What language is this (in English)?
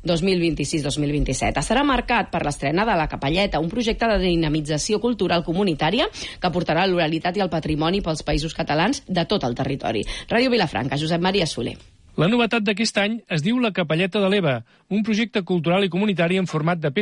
Catalan